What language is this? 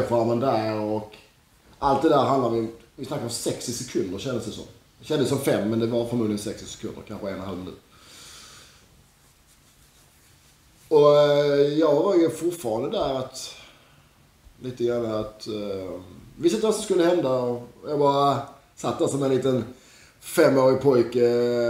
Swedish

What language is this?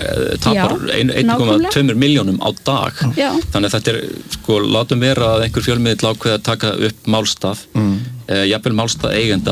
Icelandic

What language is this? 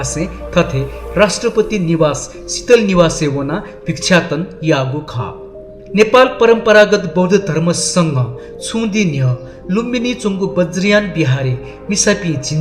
Newari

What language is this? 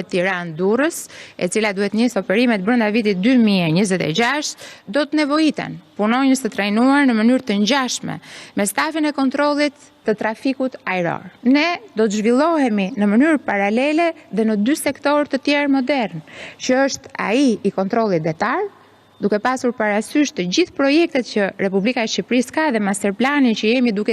Albanian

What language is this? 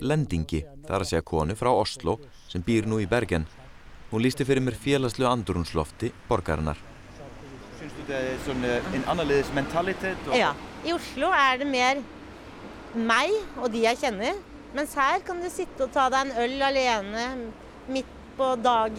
Icelandic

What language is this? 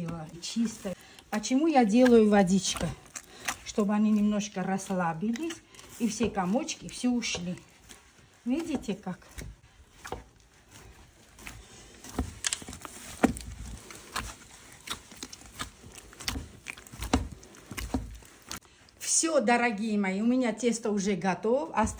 Russian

